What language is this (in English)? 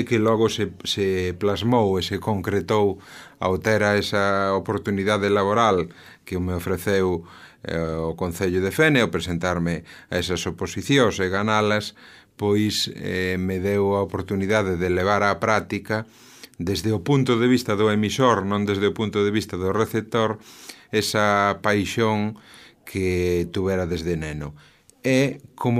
Galician